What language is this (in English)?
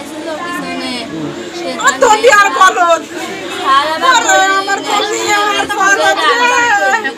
Bangla